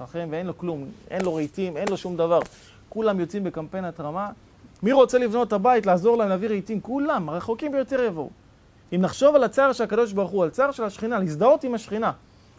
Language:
Hebrew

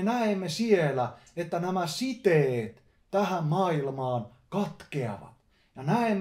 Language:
Finnish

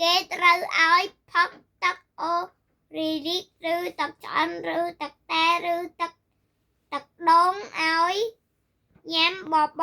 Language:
Khmer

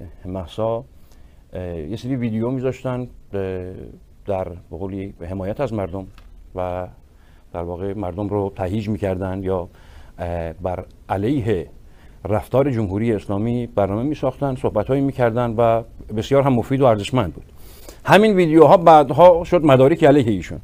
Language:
Persian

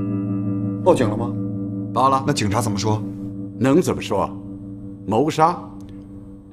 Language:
Chinese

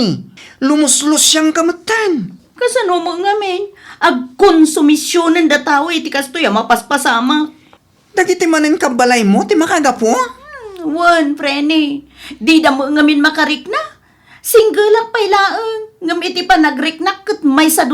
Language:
Iloko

